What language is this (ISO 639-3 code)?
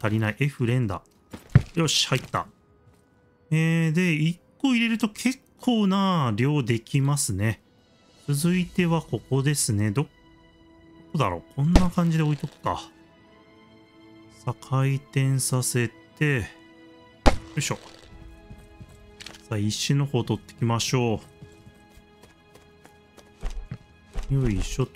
jpn